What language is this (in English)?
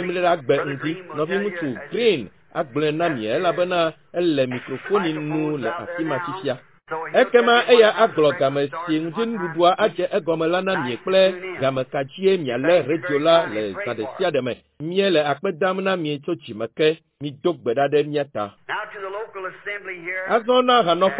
Ewe